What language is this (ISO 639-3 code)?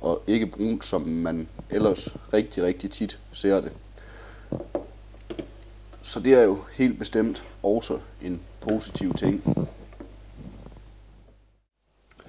dan